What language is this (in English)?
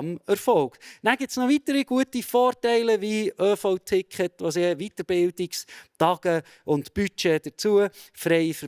Swiss German